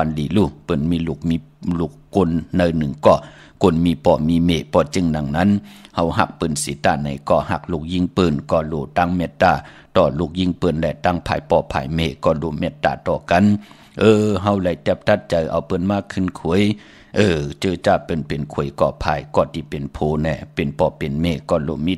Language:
Shan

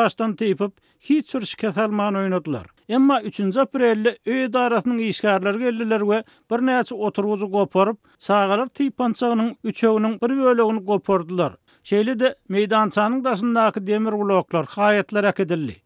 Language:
Turkmen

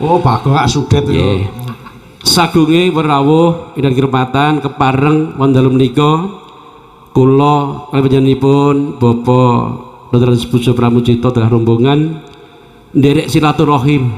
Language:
Javanese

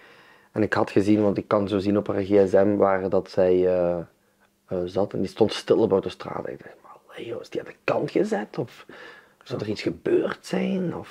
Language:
Dutch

